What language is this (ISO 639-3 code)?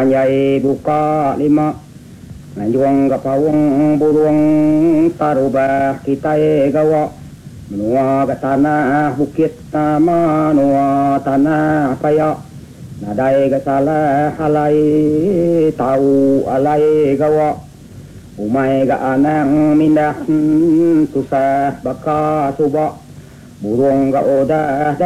iba